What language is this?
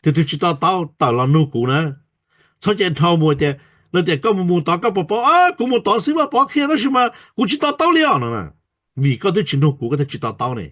Hmong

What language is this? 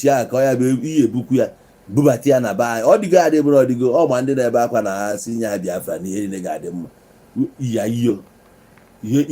Igbo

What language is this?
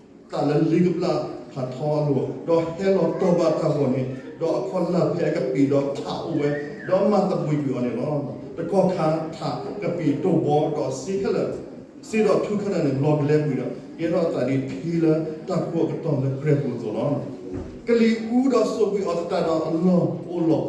S'gaw Karen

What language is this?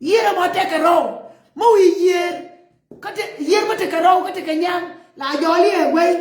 Nuer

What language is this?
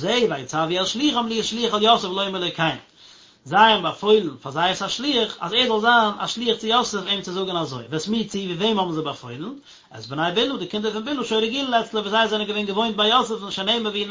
Yiddish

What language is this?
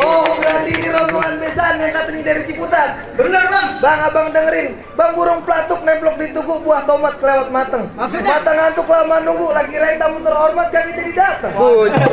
Betawi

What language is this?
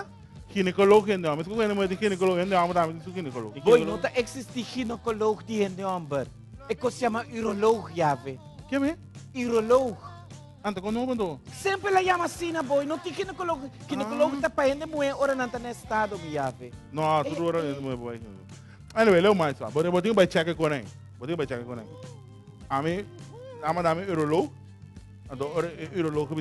Papiamento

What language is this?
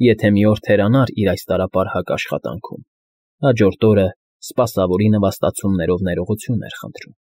Armenian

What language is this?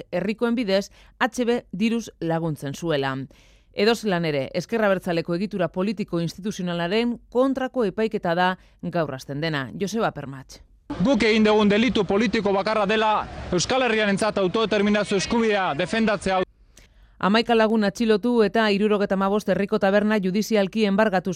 Basque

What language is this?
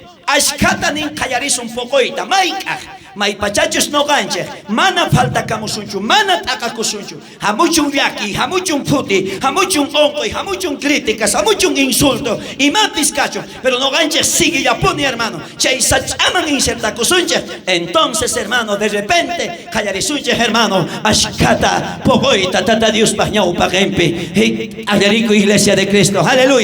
South Bolivian Quechua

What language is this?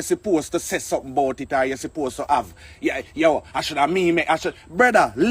Jamaican Creole English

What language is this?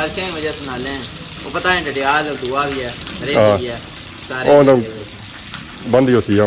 Pahari-Potwari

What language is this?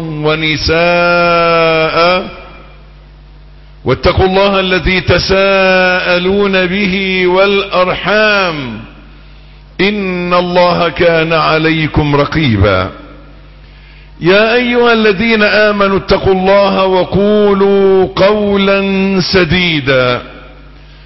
Arabic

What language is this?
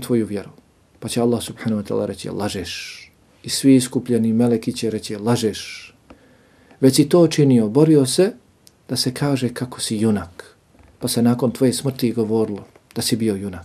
Bosnian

